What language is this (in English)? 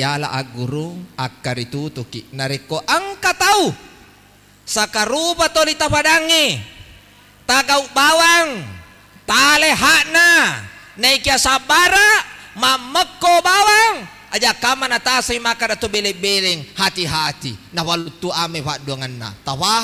Buginese